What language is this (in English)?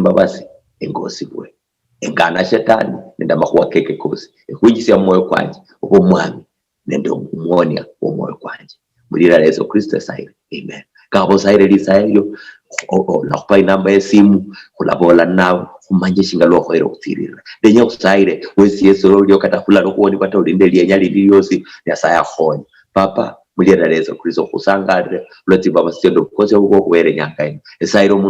Luyia